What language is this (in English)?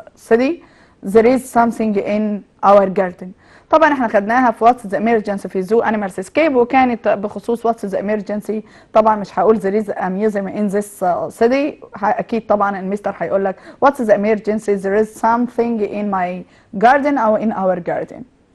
Egyptian Arabic